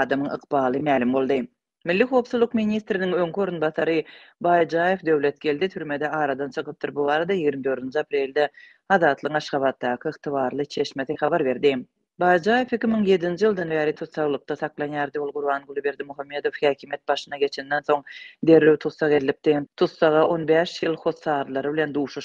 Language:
Turkmen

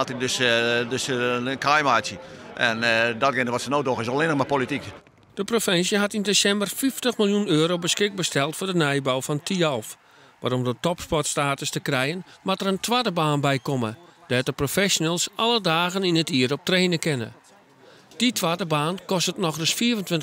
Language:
Western Frisian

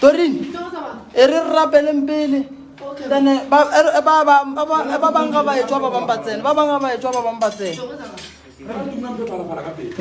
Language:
Northern Sotho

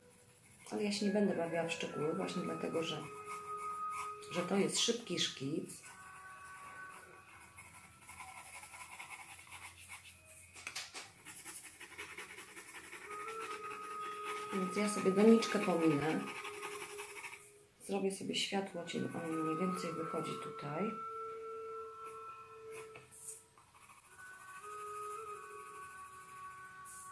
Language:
Polish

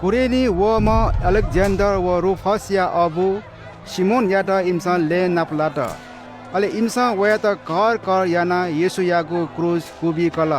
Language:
Newari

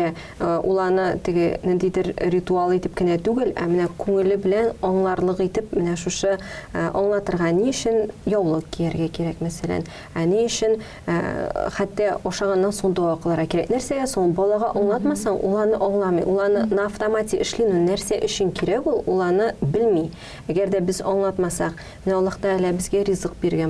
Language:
Tatar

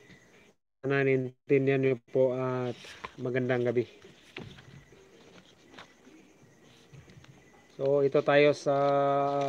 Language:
Filipino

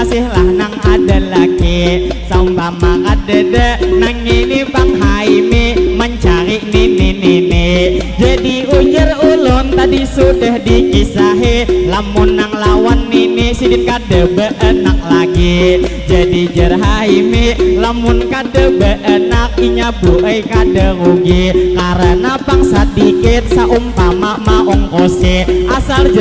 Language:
Banjar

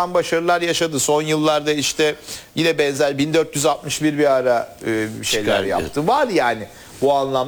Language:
Turkish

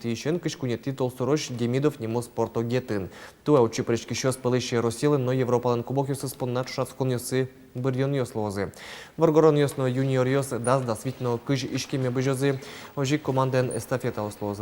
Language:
Udmurt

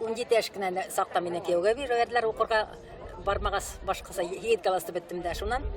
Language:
Bashkir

